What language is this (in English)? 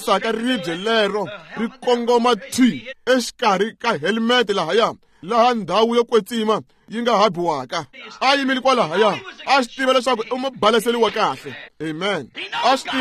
Tsonga